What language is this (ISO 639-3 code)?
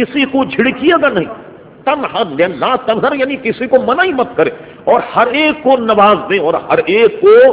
urd